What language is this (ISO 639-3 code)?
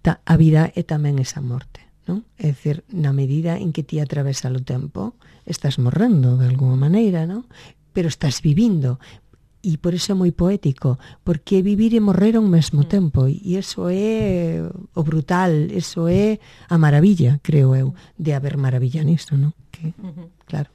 glg